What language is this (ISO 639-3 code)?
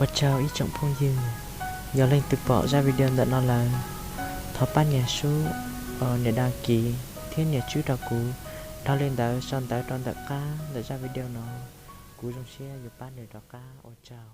hmn